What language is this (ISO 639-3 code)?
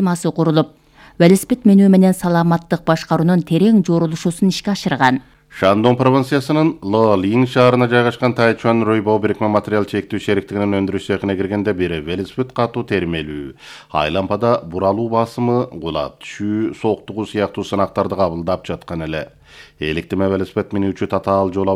kir